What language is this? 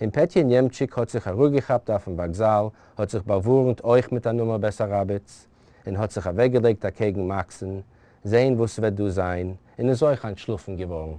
Yiddish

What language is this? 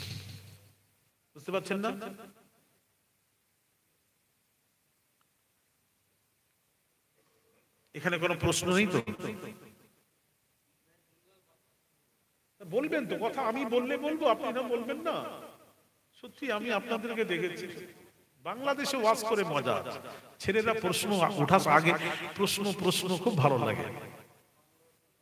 Bangla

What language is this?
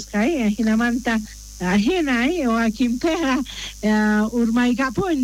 South Bolivian Quechua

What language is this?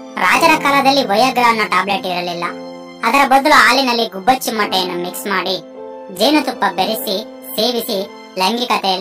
Kannada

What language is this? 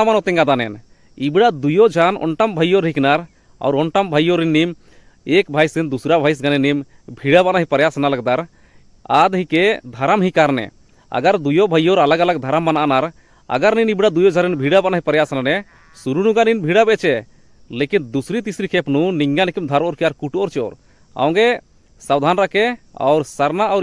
Kurukh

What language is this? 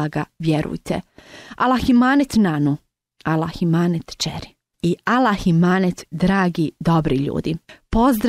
Bosnian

